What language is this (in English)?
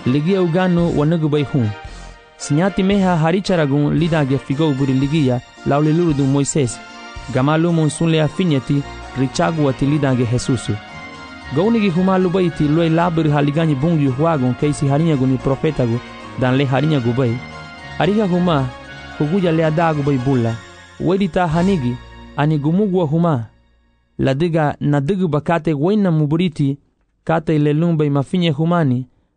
Garifuna